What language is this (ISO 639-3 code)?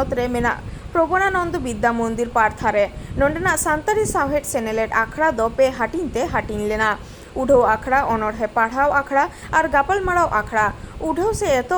sat